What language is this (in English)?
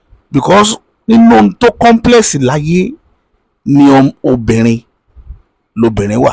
Yoruba